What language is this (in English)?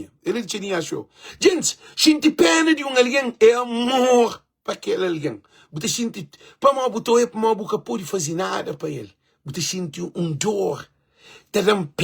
Kabuverdianu